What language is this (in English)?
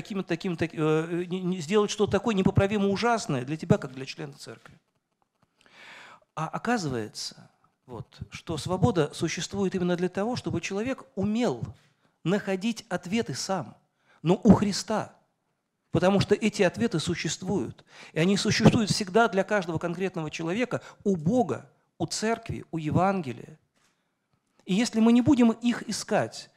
Russian